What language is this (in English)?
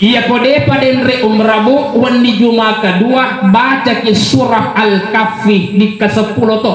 Buginese